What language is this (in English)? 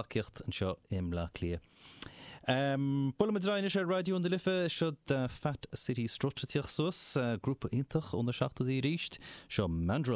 Irish